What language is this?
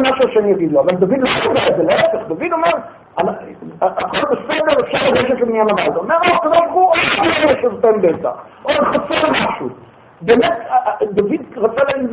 Hebrew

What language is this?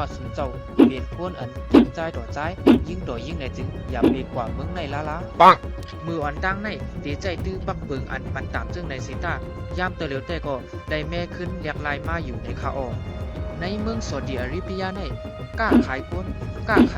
Shan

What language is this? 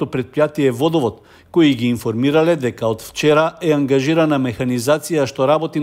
Macedonian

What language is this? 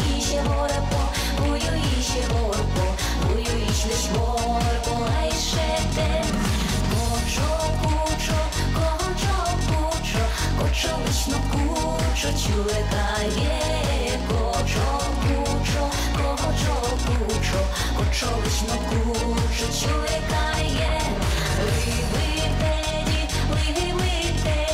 Udmurt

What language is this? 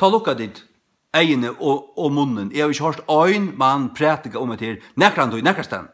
Faroese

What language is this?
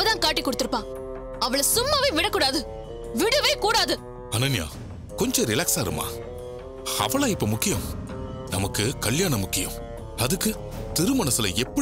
Tamil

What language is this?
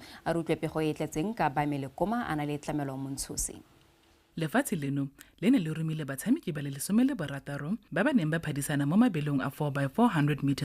Tswana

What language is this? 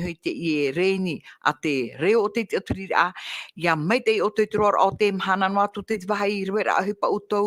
Tahitian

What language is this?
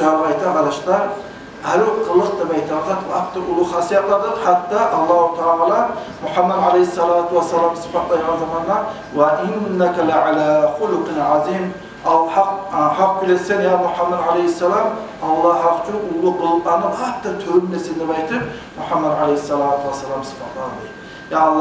Kumyk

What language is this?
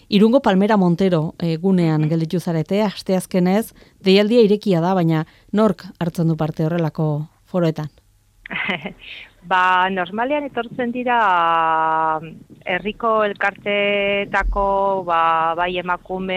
Basque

